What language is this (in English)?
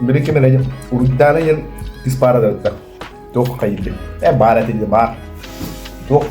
Yakut